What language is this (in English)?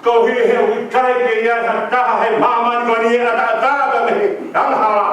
Tongan